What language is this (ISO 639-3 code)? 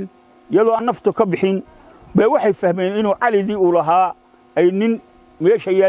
som